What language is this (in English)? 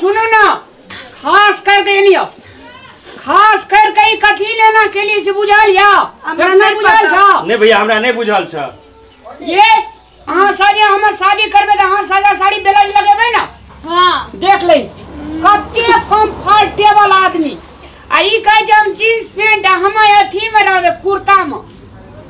Maithili